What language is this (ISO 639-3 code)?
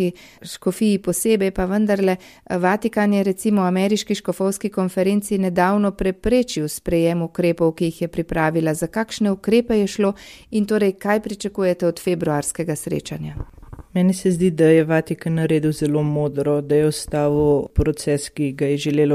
slv